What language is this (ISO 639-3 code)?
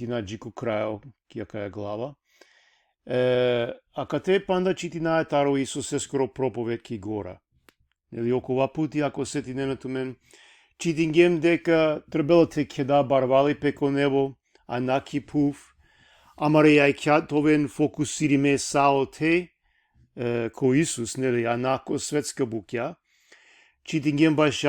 rmn